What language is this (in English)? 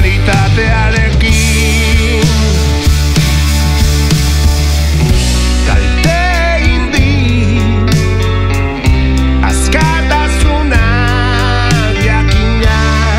Basque